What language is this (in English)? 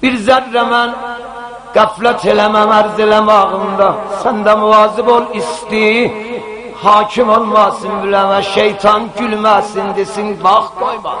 South Azerbaijani